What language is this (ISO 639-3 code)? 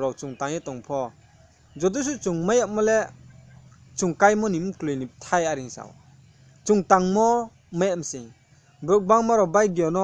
ria